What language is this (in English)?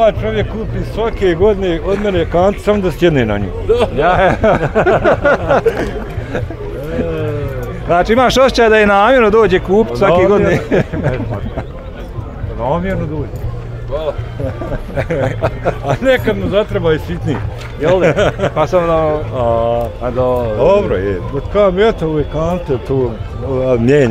Bosnian